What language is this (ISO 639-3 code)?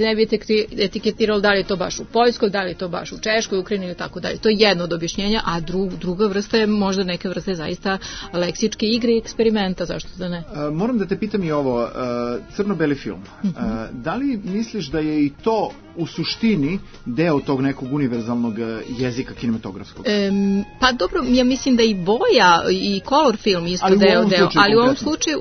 srp